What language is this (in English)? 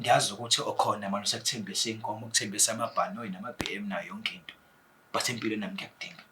Zulu